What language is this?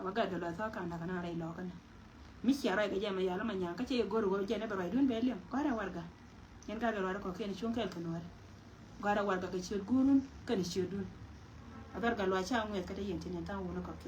Nuer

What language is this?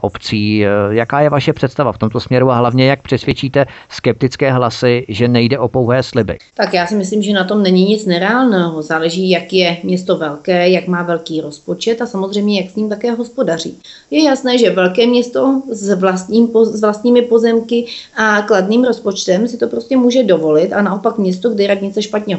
Czech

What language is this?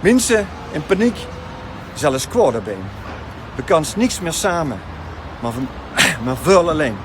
Limburgish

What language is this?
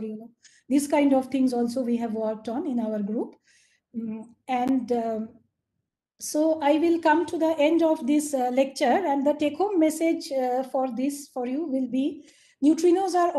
English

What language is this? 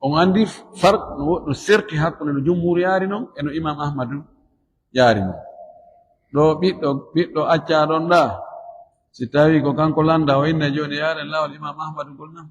Fula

